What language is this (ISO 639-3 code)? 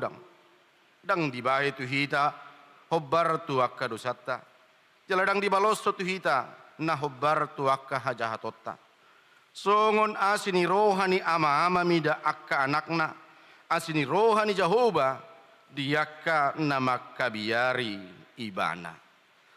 bbc